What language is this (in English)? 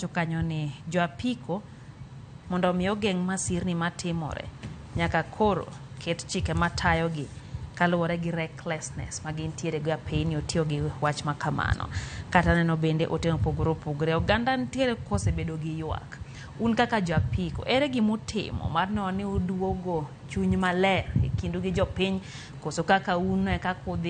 Luo (Kenya and Tanzania)